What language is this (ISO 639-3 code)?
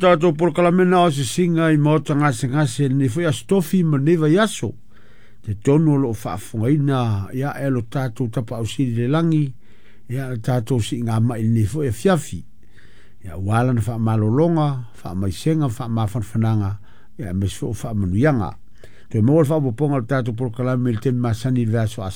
smo